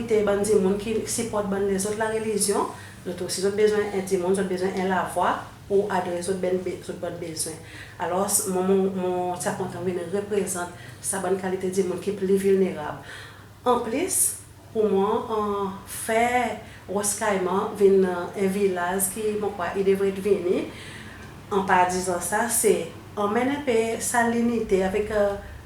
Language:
Seselwa Creole French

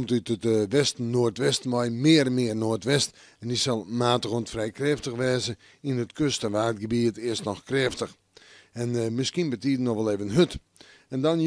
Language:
Western Frisian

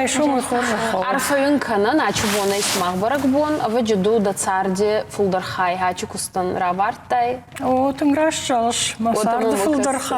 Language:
Ossetic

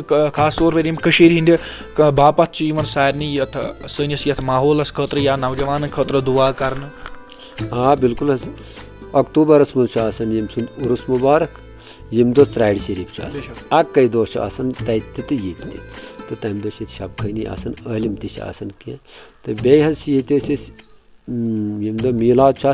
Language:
Kashmiri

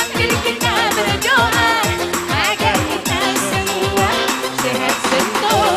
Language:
Batak Karo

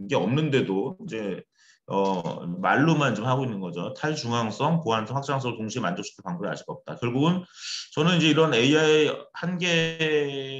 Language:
Korean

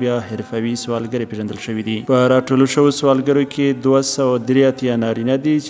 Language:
Pashto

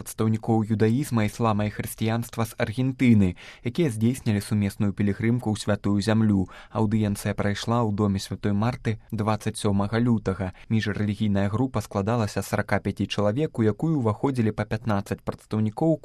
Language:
Belarusian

